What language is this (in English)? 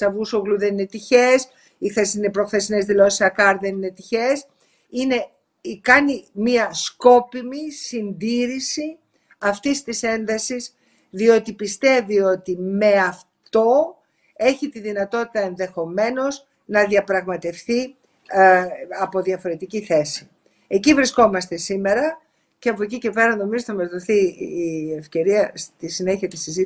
Greek